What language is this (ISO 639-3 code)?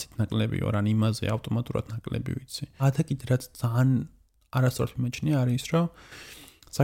kat